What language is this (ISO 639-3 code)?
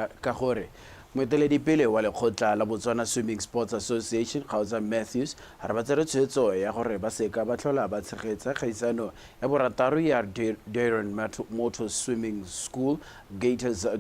tsn